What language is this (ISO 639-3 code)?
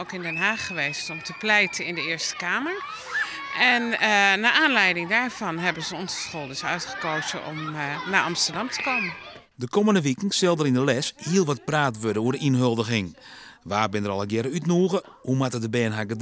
fry